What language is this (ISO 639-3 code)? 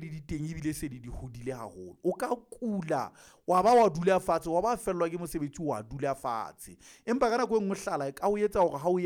sot